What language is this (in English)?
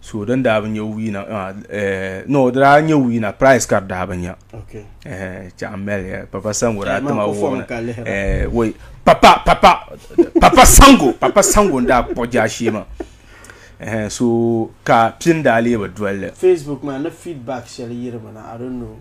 Dagbani